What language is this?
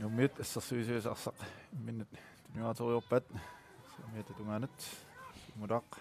Kalaallisut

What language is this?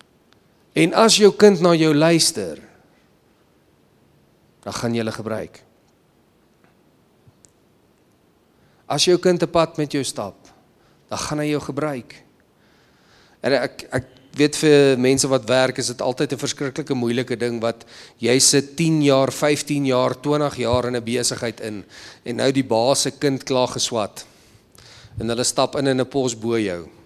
Afrikaans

